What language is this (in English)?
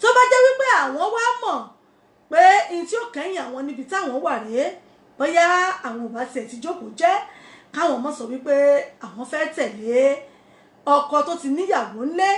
Yoruba